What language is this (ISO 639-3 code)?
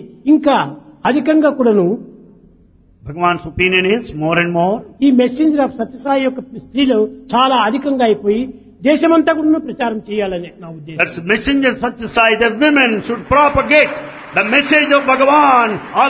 tel